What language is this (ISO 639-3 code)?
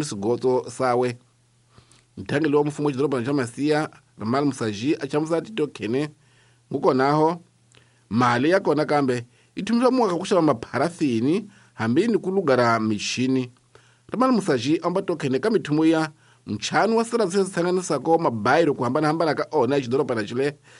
tso